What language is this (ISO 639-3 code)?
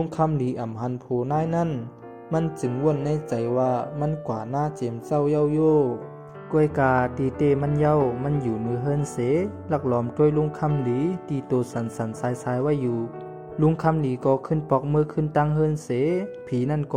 shn